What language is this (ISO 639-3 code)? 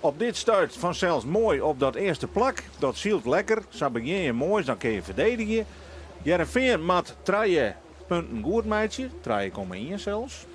fry